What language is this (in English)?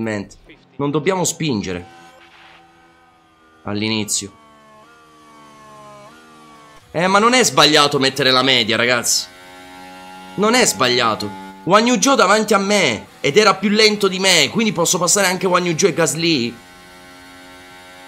Italian